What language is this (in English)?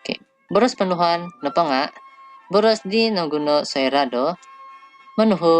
Central Dusun